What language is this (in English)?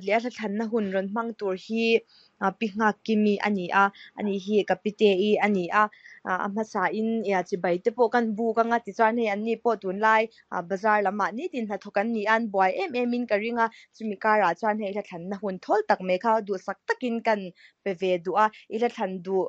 Mizo